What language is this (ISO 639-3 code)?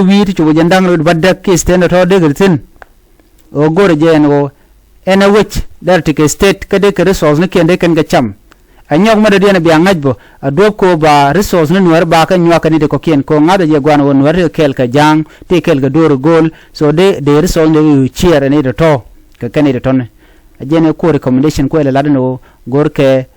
nus